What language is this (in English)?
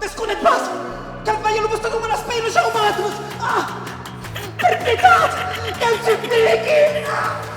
Occitan